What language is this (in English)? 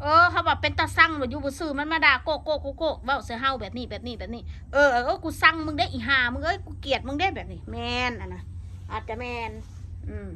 Northeastern Thai